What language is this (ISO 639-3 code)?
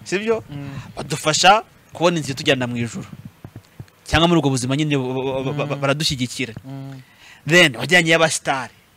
kin